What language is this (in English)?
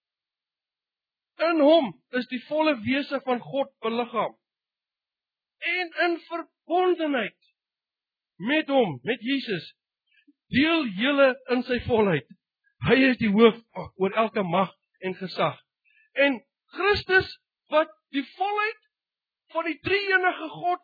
Afrikaans